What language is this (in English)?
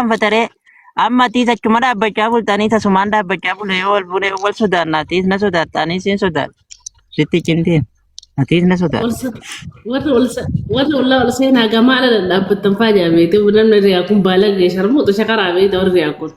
Oromo